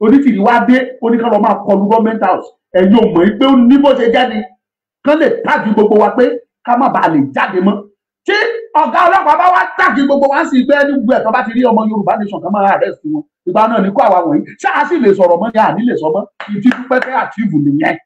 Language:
Yoruba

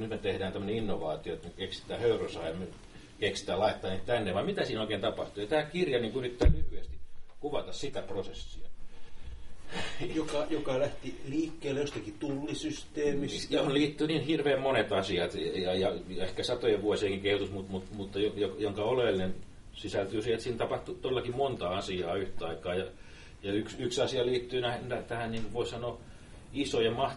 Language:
Finnish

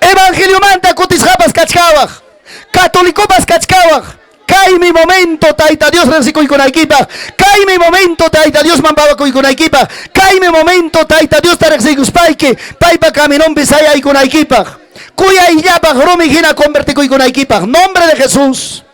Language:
Ayacucho Quechua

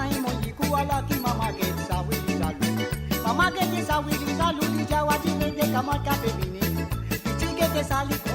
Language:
Morisyen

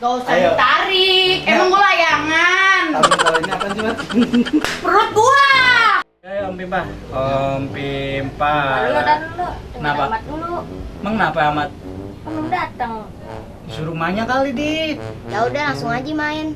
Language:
Betawi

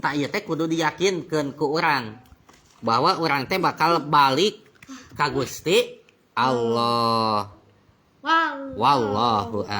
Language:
Sundanese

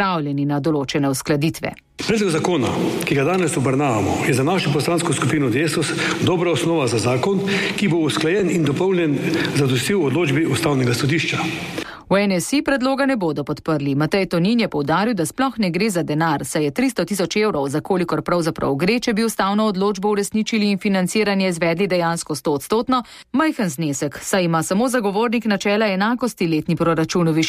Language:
Slovenian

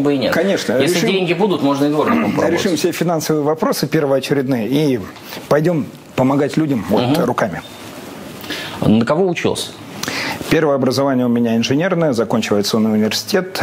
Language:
Russian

